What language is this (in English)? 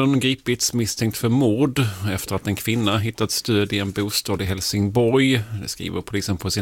Swedish